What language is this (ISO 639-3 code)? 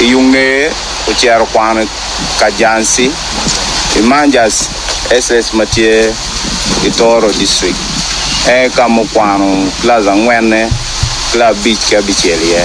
ach